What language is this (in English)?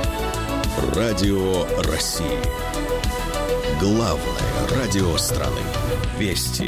Russian